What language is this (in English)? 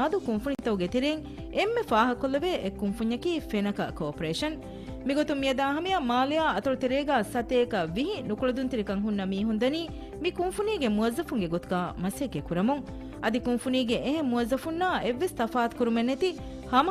Divehi